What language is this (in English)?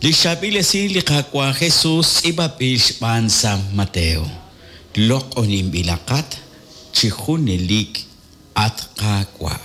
Kekchí